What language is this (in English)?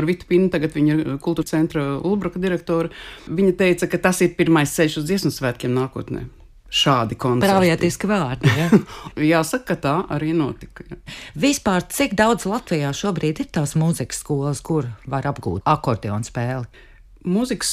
Latvian